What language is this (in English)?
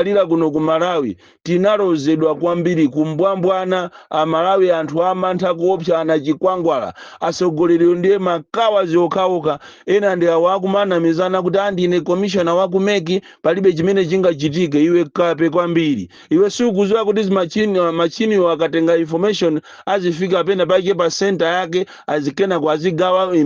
Nyanja